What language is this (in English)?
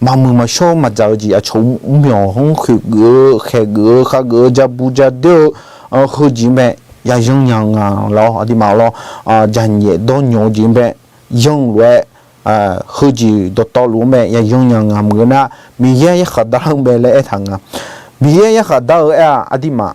Akha